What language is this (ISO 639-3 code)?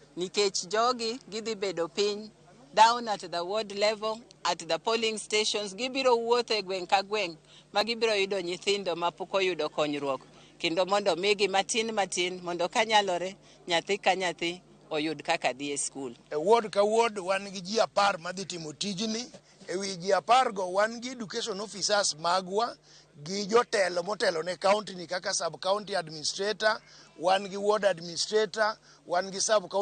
luo